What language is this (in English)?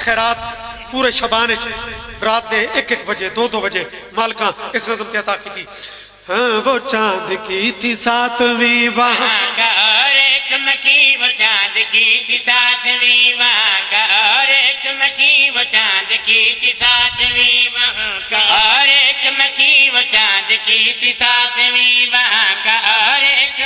Pahari-Potwari